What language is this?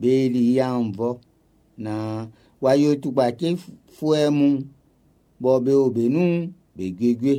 Baoulé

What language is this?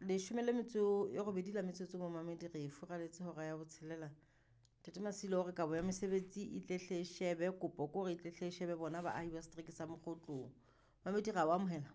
Southern Sotho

